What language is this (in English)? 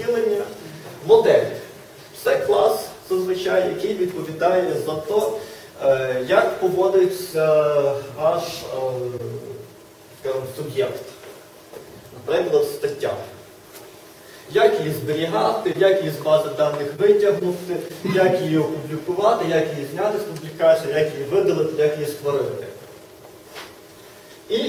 Ukrainian